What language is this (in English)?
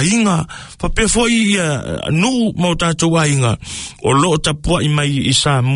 Samoan